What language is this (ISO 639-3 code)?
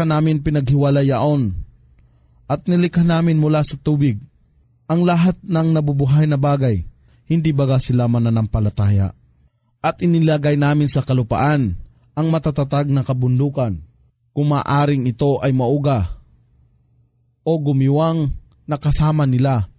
fil